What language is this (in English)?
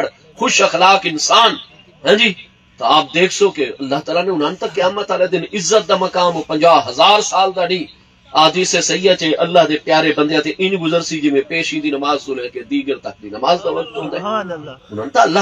Saraiki